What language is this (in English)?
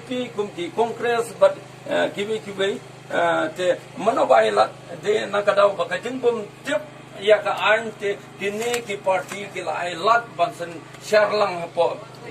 Karbi